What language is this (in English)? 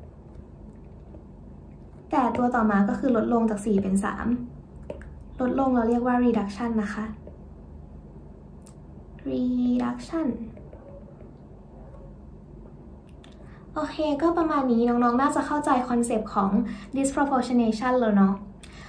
Thai